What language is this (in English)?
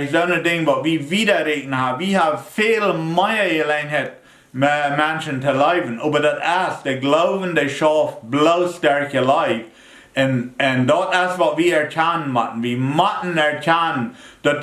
Plautdietsch